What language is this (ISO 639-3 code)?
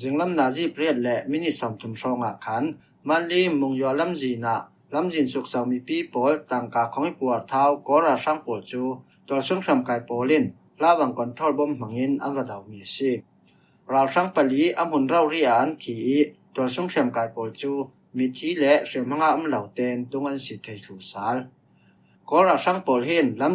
cfm